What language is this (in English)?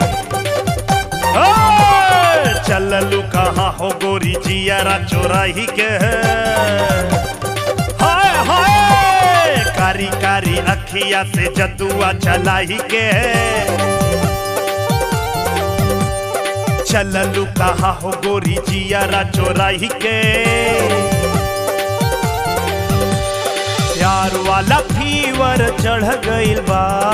Bhojpuri